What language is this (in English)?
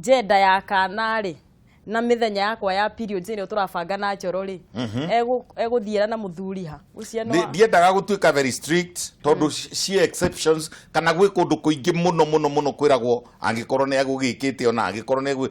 Kikuyu